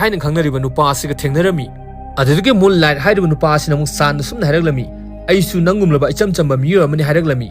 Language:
Manipuri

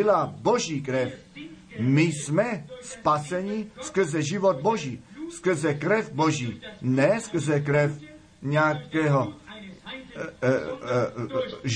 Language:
Czech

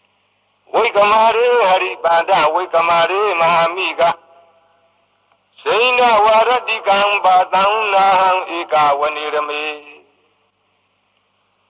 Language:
Burmese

